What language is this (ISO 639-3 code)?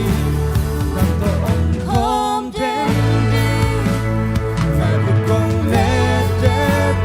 ctd